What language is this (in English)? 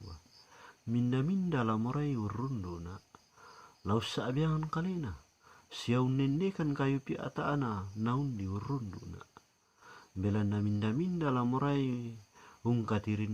Toraja-Sa'dan